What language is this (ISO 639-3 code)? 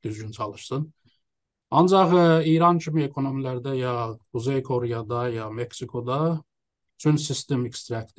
azb